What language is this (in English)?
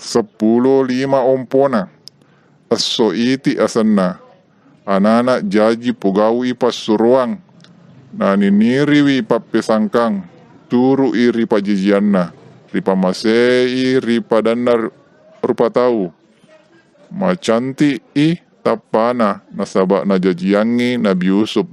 Buginese